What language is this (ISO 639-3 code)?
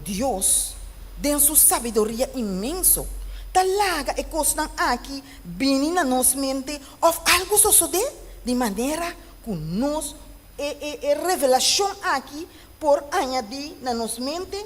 pap